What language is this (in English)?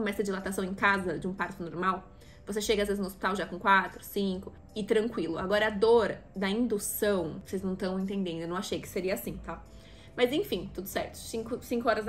Portuguese